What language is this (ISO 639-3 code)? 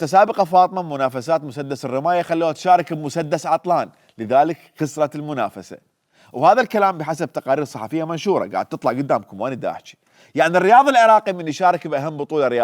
acm